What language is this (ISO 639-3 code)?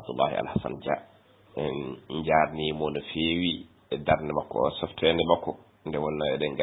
ful